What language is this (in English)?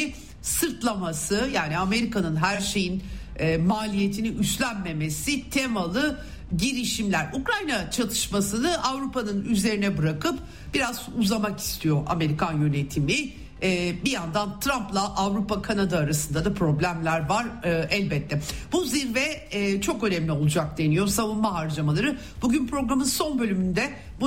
Turkish